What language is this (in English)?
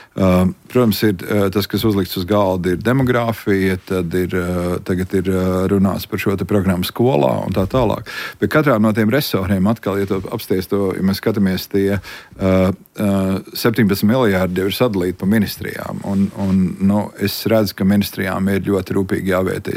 Latvian